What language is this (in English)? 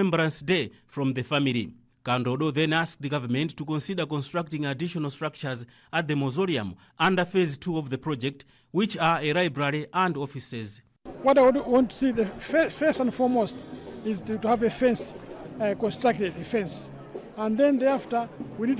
English